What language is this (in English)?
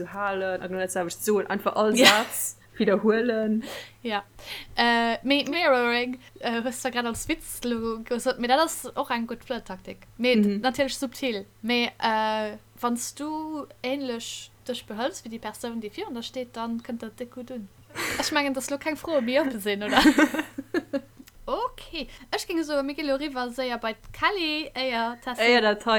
Luxembourgish